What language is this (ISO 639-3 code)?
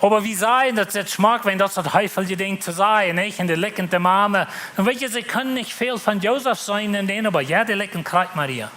pdt